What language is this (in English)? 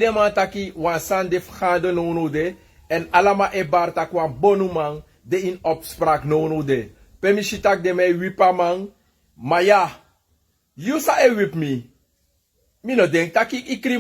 Sranan Tongo